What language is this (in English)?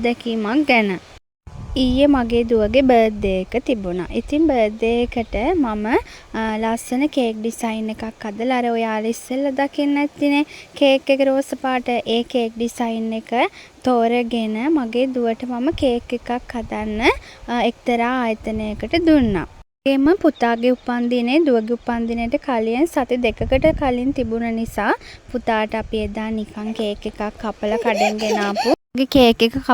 Sinhala